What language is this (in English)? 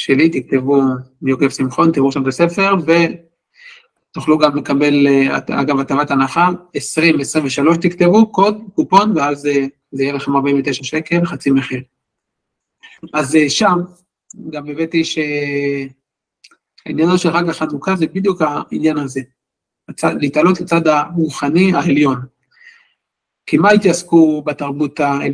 Hebrew